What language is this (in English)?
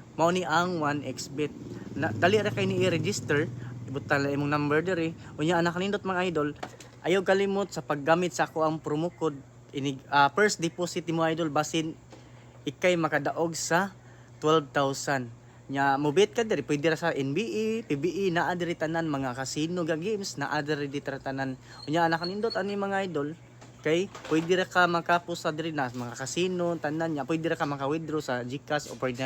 Cebuano